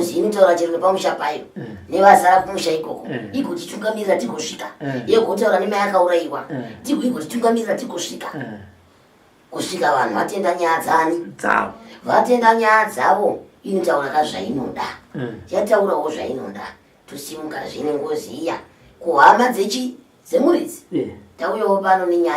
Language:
Shona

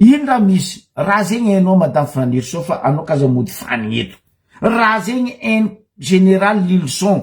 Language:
Malagasy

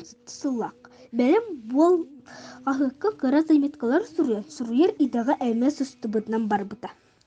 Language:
Yakut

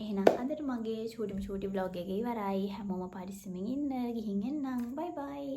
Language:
Sinhala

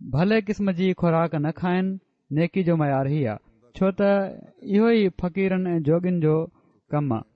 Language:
Sindhi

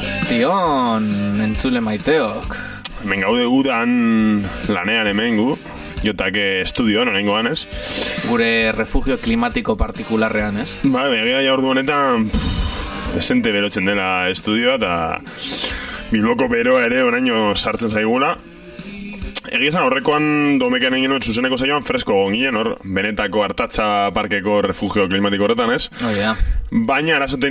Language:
Basque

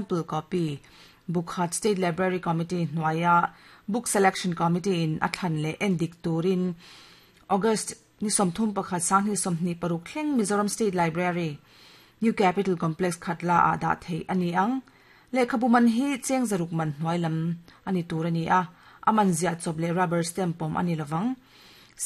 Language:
Mizo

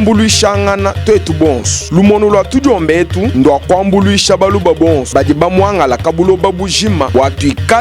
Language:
Luba-Lulua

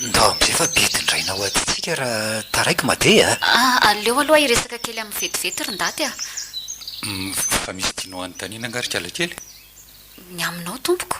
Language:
Malagasy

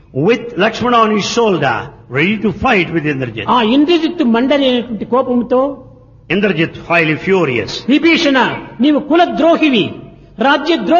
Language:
Telugu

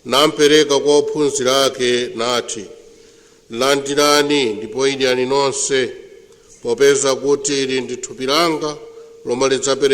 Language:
Nyanja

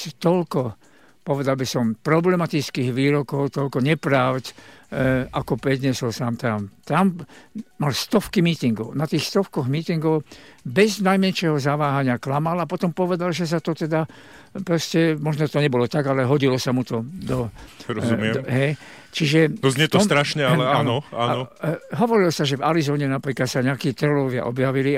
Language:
Slovak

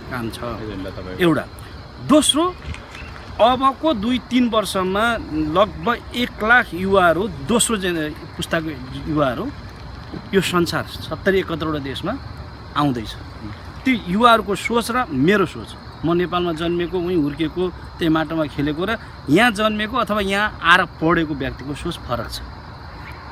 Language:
Nepali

